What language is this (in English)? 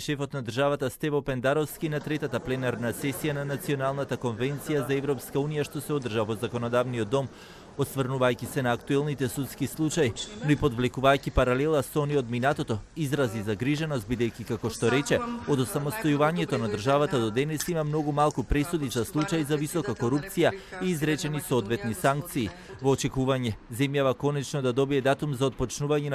Macedonian